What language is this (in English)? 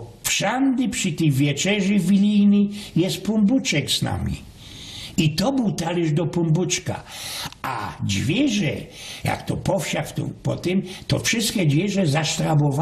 Silesian